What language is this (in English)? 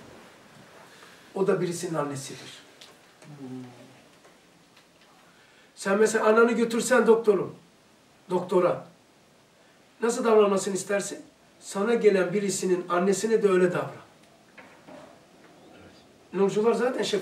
Turkish